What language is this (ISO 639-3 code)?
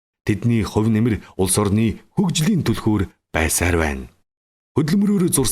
mon